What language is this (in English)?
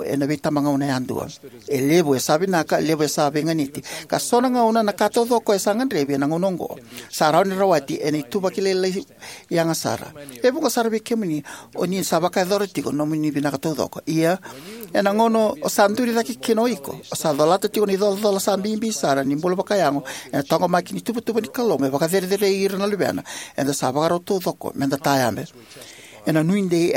Fijian